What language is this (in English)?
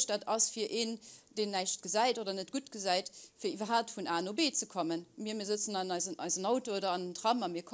Luxembourgish